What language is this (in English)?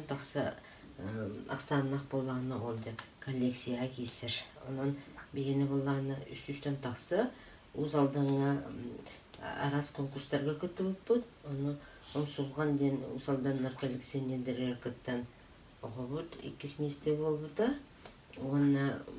Yakut